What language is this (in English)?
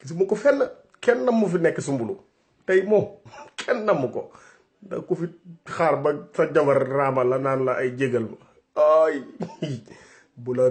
Wolof